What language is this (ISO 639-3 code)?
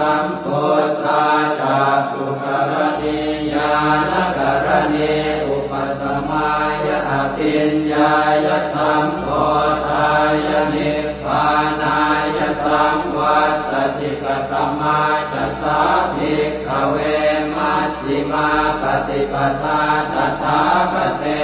pli